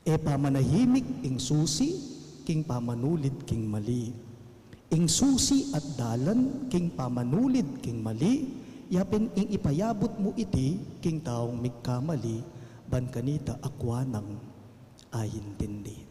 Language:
Pampanga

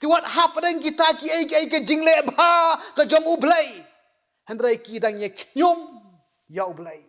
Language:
Khasi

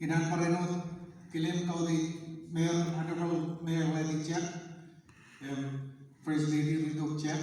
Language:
Marshallese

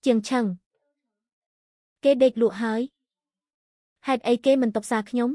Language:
Khmer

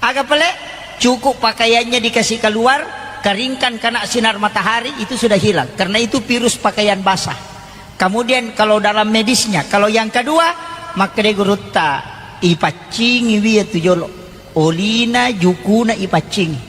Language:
Buginese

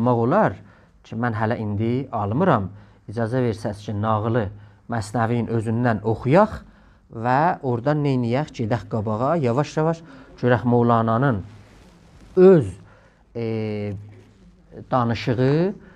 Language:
South Azerbaijani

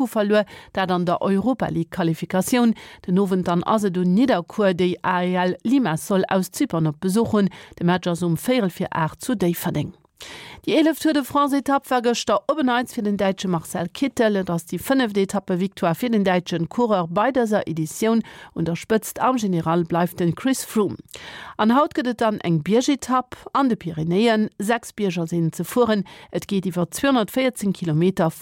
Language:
Luxembourgish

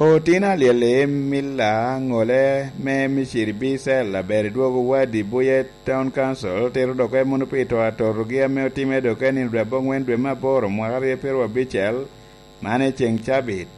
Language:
Lango (Uganda)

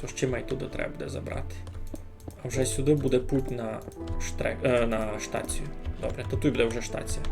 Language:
Rusyn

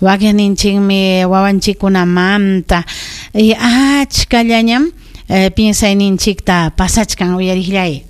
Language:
Ayacucho Quechua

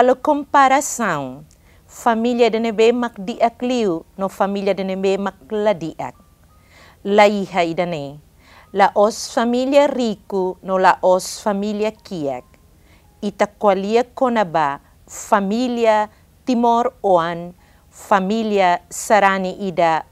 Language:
Tetum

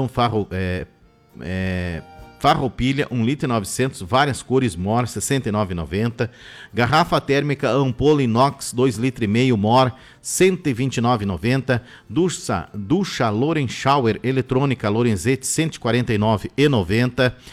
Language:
Portuguese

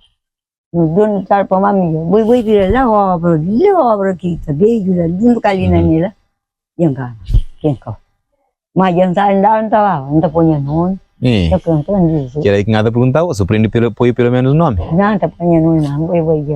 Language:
Kabuverdianu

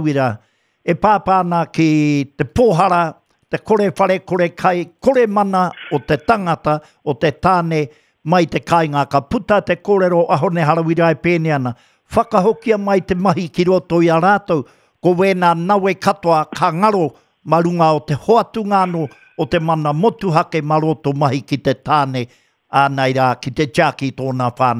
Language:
Māori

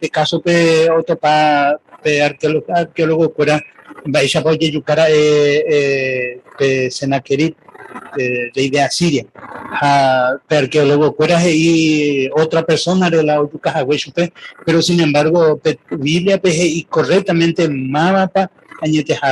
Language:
Guarani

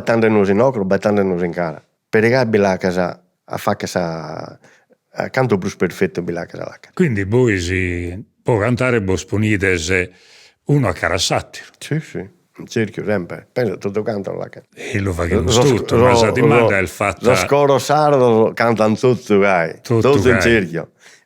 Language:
Sardinian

